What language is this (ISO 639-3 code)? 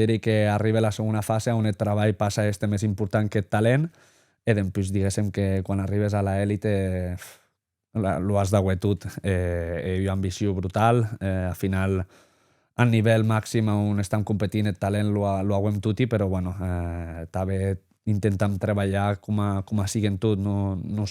oci